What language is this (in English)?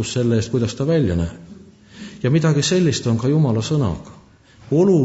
Estonian